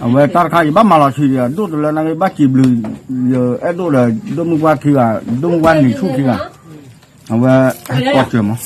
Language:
S'gaw Karen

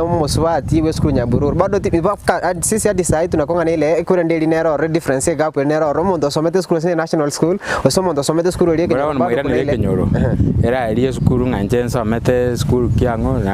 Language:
Gusii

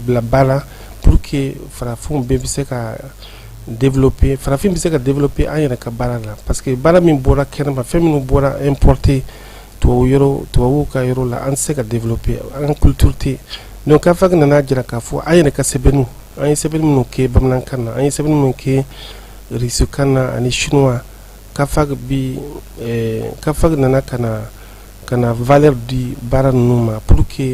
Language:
Bambara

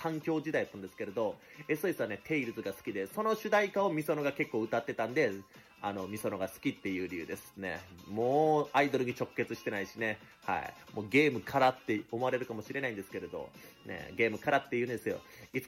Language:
Japanese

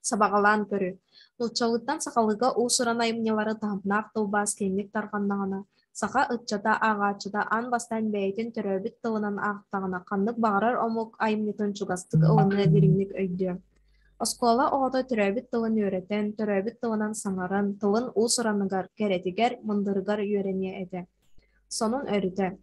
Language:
Yakut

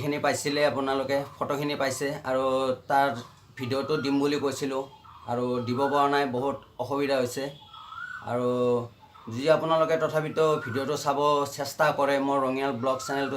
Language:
Assamese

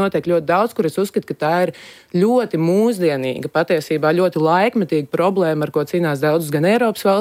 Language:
Latvian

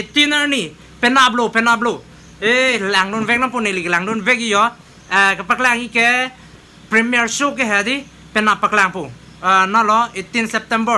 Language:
Karbi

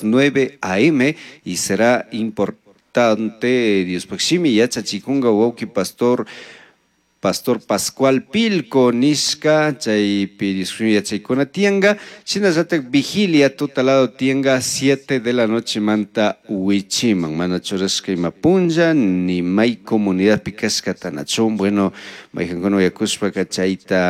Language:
Chimborazo Highland Quichua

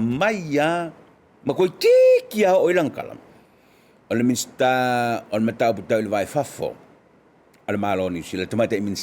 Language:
Samoan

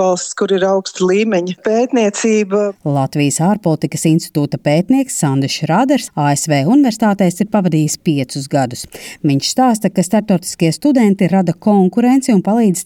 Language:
Latvian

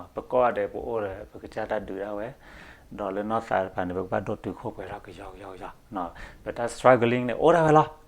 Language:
S'gaw Karen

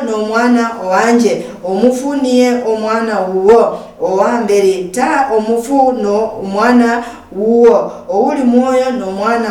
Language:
Luyia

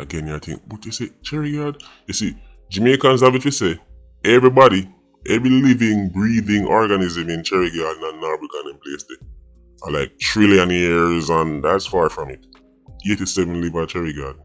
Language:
Jamaican Creole English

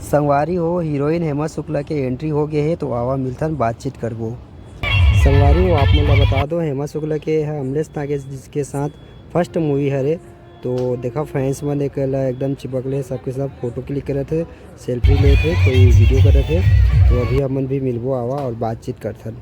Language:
Chhattisgarhi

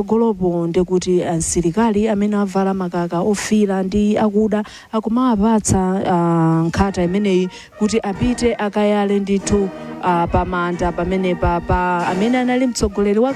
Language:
Nyanja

